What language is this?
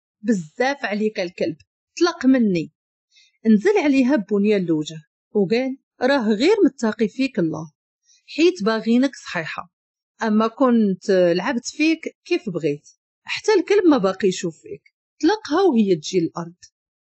Moroccan Arabic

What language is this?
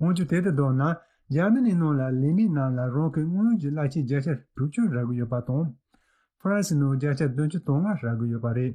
Tibetan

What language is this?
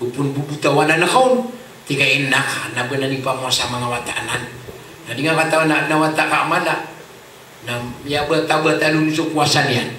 Maranao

